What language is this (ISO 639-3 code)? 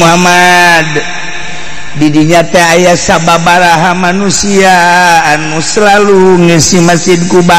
sun